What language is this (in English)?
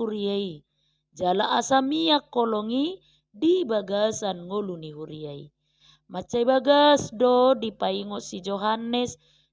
Batak Toba